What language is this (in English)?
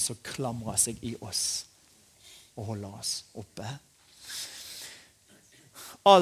Norwegian